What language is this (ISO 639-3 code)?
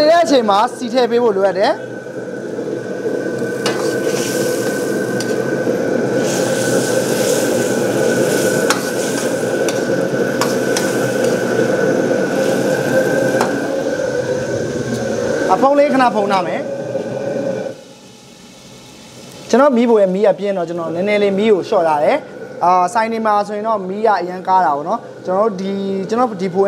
mya